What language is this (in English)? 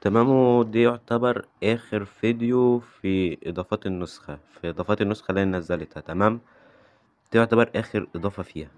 Egyptian Arabic